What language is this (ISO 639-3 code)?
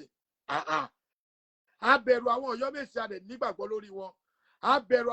yor